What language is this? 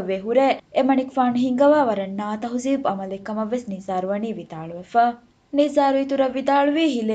Divehi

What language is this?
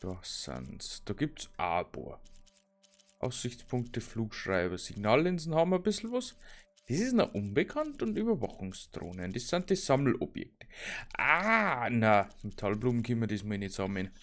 Bavarian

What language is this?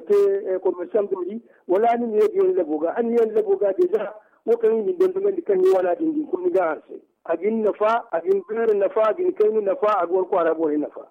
Zarma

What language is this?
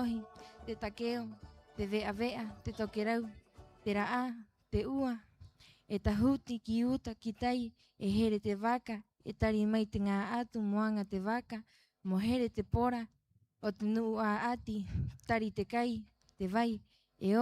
Rapanui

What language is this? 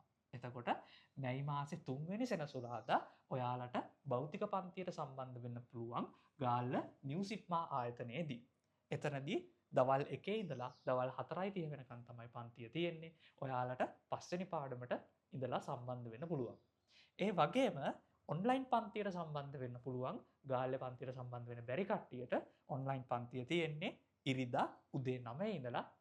Sinhala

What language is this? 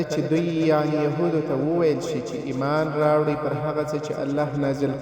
Pashto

